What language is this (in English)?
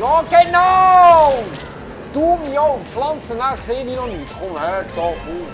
Swiss German